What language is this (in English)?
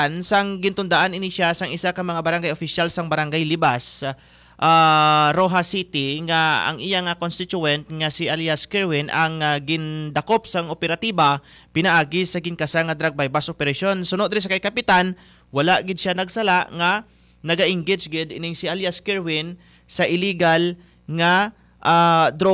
Hiligaynon